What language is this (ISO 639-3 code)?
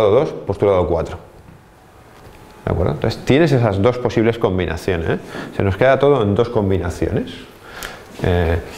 spa